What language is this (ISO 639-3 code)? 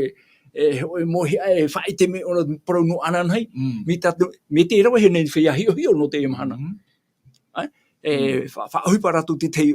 tah